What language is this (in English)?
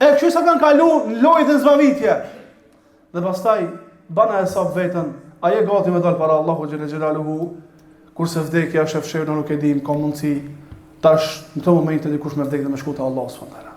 Albanian